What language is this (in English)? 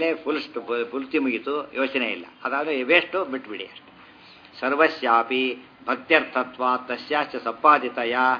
Kannada